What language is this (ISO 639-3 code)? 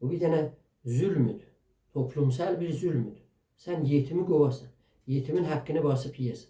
azb